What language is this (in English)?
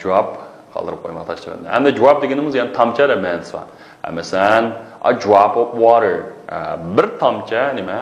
Uyghur